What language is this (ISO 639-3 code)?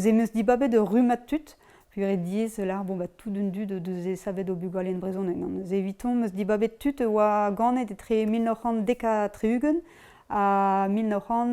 bre